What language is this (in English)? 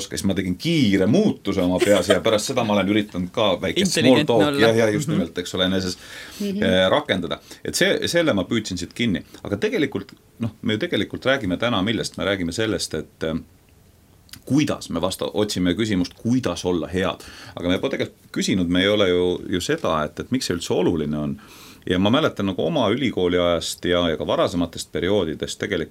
Estonian